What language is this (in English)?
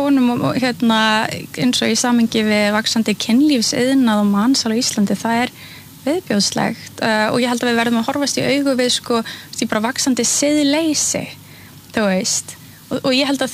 Icelandic